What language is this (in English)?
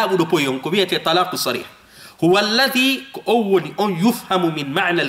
Fula